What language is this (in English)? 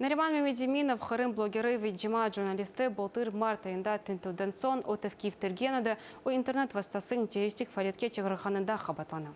Crimean Tatar